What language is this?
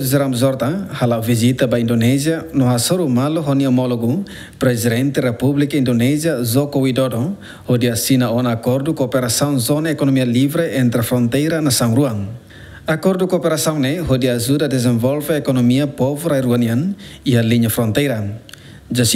Tetum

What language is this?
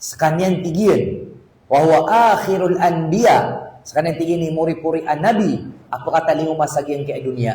Maranao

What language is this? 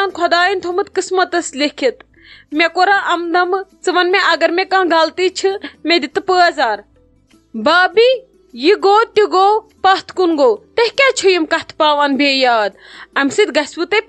Kashmiri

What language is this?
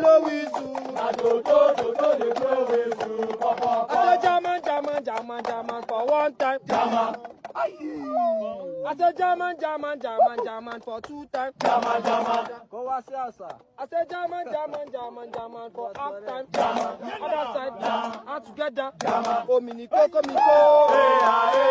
Nigerian Pidgin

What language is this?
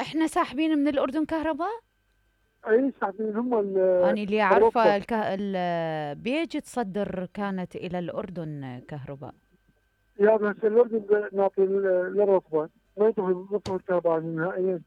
Mesopotamian Arabic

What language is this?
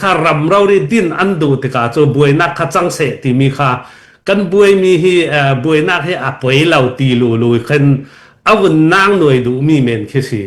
Falam Chin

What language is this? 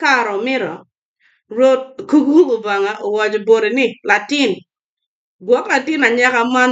Acoli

